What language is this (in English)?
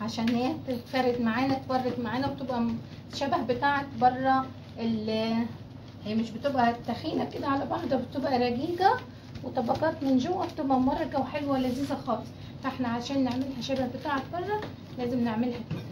Egyptian Arabic